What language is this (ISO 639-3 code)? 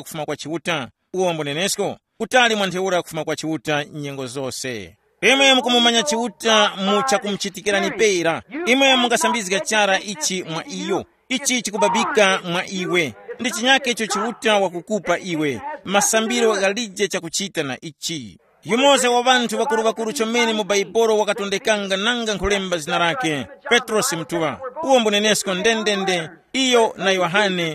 tum